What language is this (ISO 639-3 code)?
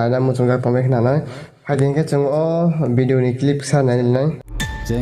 trp